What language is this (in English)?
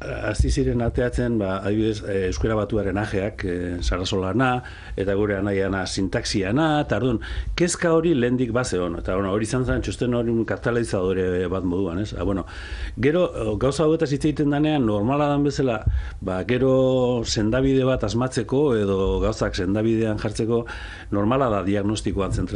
Basque